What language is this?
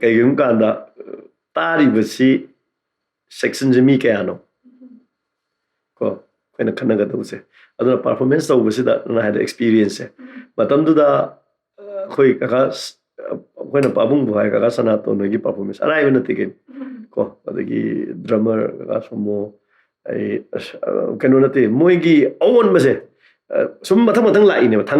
Manipuri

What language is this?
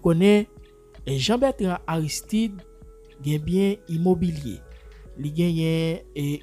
Haitian Creole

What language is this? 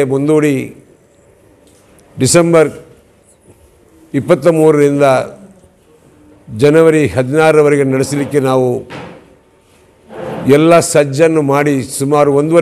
Kannada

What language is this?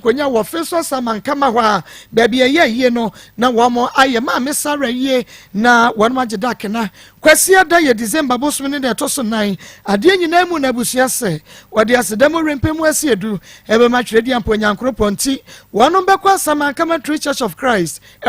Akan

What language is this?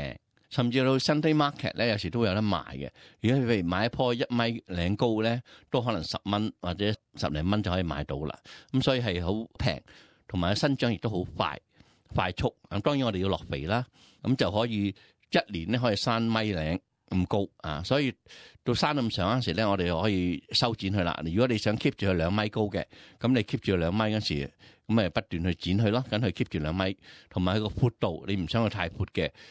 Cantonese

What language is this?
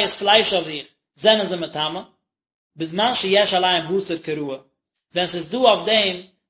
Yiddish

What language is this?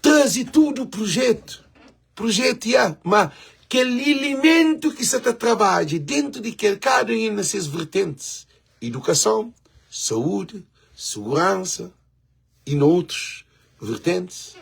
Kabuverdianu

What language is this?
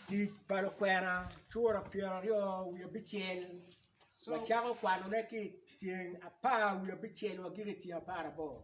Acoli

